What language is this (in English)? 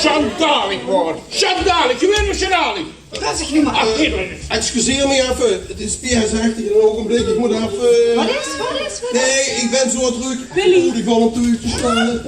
Limburgish